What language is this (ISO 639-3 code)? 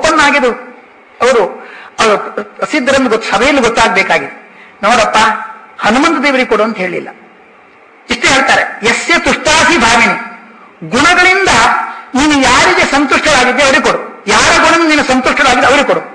kan